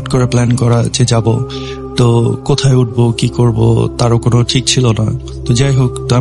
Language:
Bangla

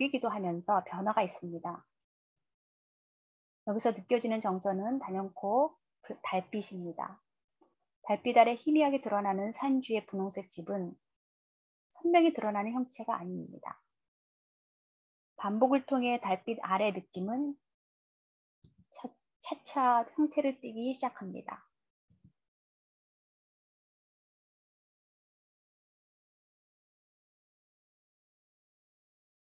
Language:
Korean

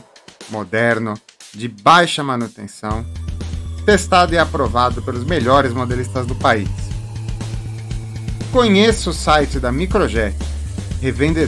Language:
Portuguese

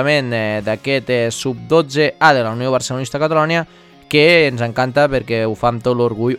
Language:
Catalan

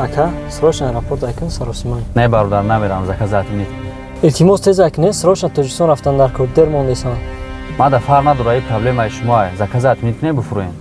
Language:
Tajik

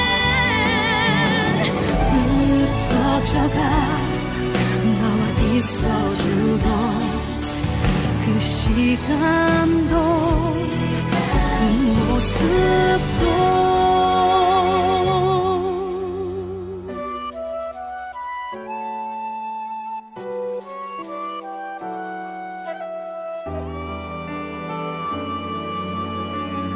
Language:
Korean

